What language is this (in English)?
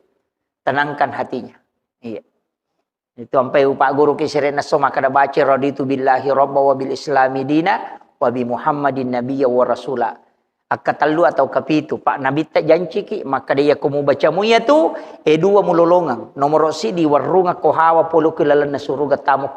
Buginese